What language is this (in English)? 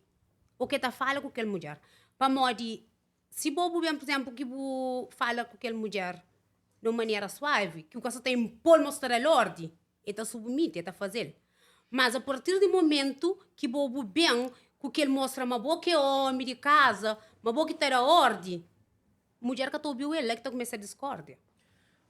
Kabuverdianu